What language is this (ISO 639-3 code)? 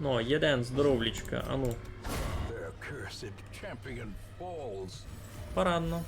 rue